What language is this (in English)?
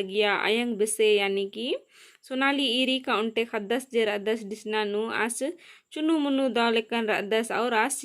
Kurukh